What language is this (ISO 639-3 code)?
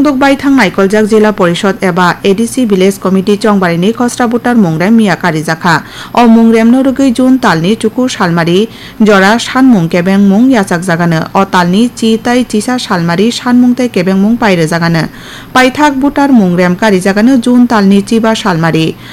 trp